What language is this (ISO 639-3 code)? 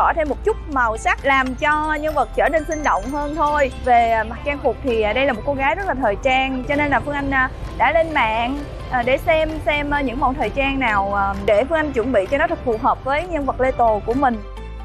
vie